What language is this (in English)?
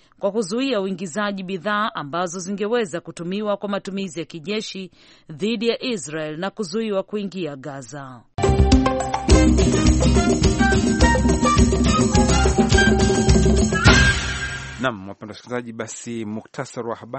Swahili